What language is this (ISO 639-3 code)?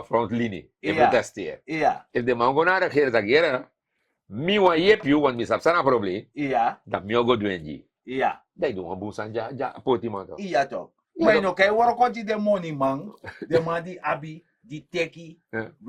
srn